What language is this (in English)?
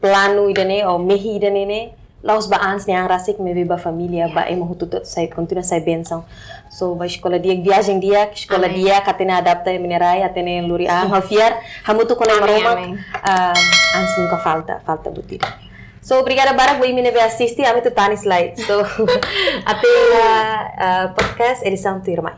Tetum